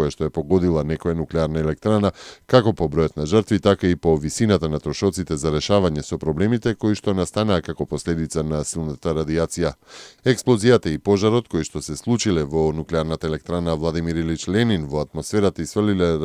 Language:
Macedonian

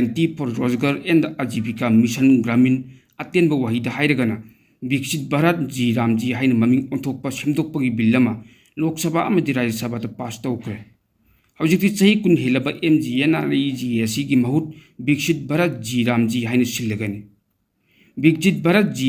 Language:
Manipuri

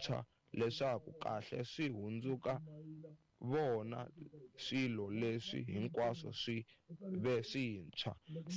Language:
Tsonga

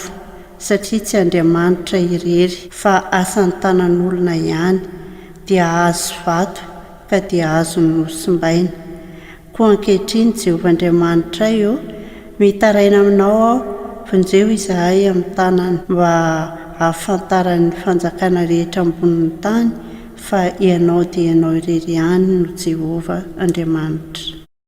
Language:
Malagasy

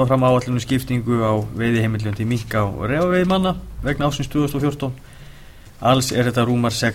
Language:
Icelandic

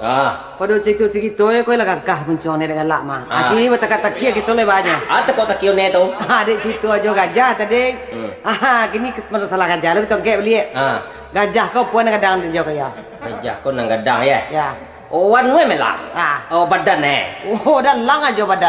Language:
Minangkabau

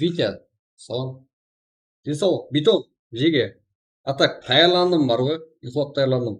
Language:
Kara-Kalpak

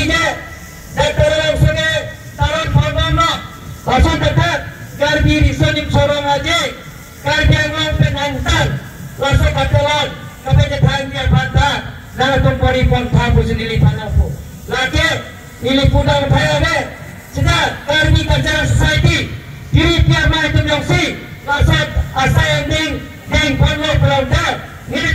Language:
Karbi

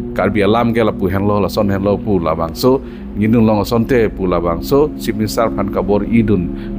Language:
Karbi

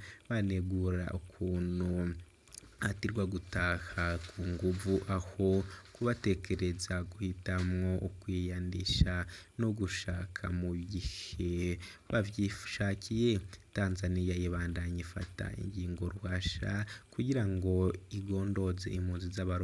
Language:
Rundi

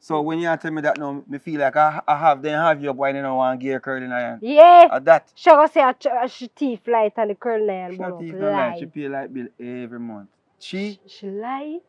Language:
Jamaican Creole English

